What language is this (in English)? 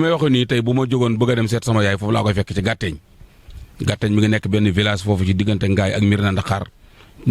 Wolof